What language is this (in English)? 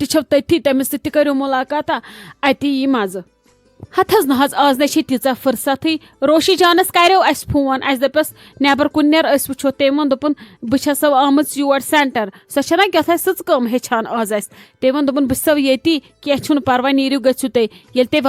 Kashmiri